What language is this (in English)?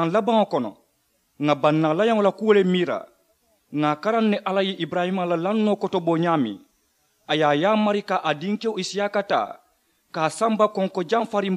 Mandingo